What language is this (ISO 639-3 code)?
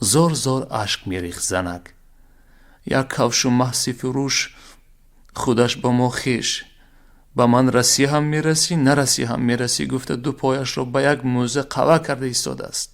tgk